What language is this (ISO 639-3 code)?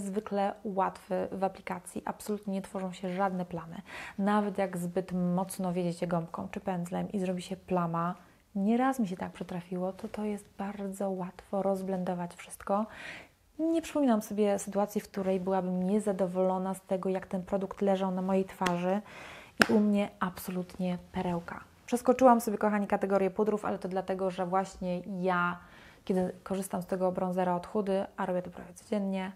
pol